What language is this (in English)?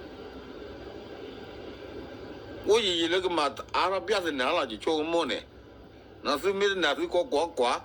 S'gaw Karen